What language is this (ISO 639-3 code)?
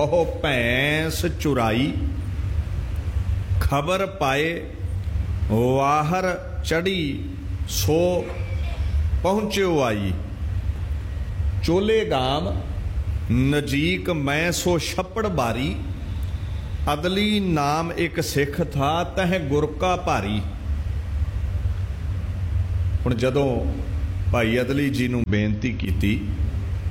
pan